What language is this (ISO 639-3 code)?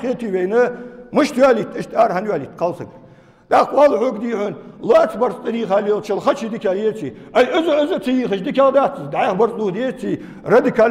inh